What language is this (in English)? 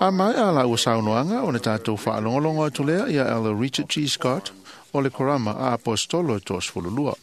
Samoan